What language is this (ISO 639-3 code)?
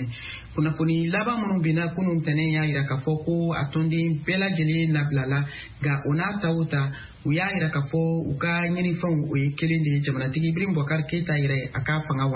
bam